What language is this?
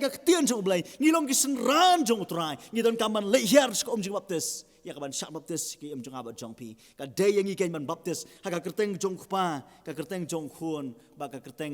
Khasi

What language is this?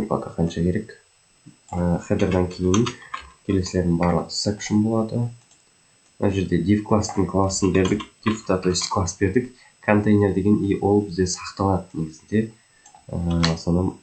Kazakh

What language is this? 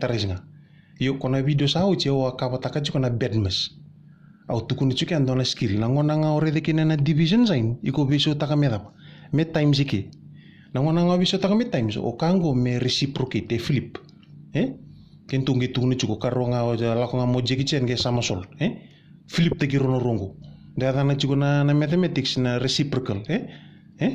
Fijian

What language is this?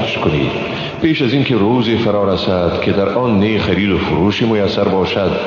Persian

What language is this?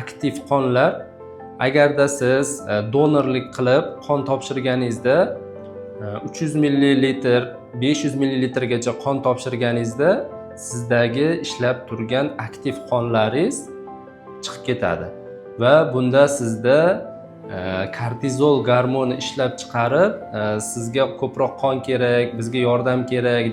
Uzbek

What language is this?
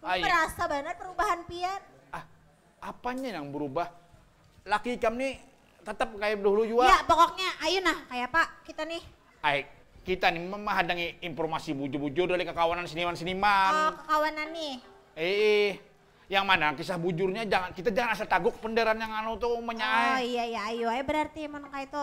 Banjar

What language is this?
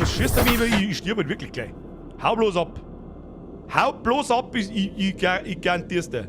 Bavarian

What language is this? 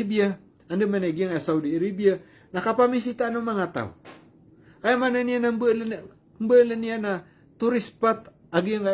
Maranao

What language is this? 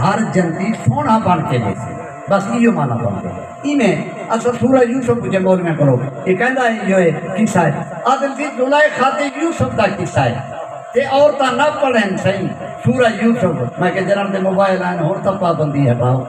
Saraiki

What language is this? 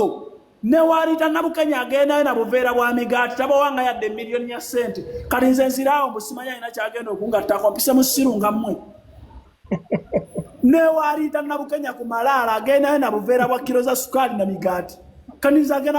Ganda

